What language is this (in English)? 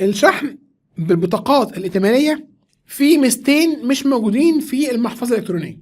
Egyptian Arabic